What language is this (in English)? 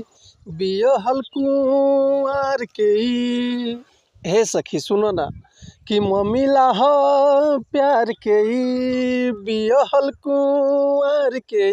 Bhojpuri